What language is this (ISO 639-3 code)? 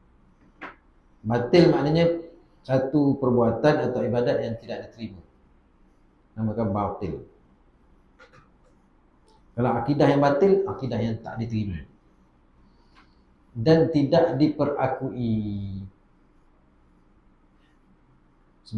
msa